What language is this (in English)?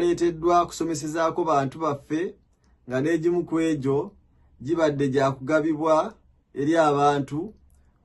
Ganda